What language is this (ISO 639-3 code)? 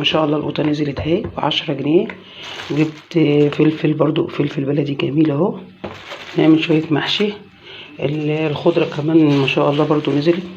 arz